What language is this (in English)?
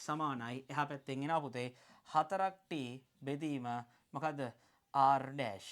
Sinhala